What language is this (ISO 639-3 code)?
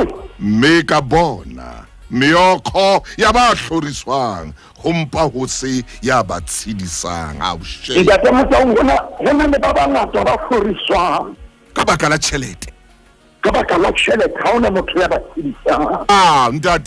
sot